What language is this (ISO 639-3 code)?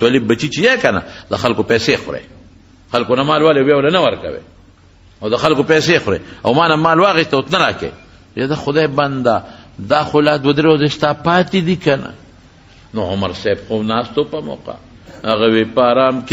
pus